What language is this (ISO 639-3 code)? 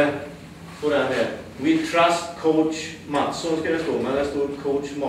swe